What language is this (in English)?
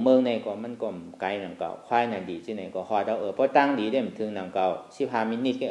Shan